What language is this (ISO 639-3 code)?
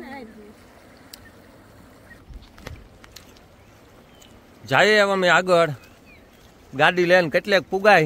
guj